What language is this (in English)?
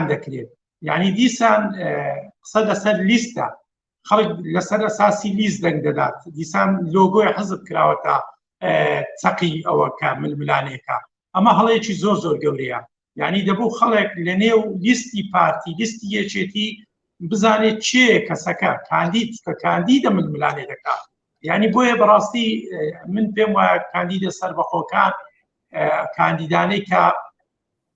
Central Kurdish